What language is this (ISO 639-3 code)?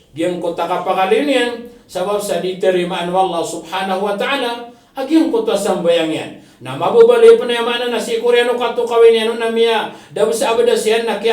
mrw